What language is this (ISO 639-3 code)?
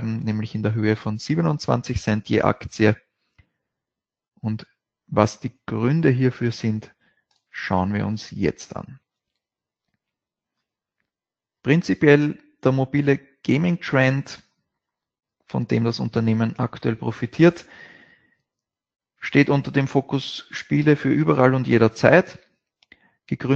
deu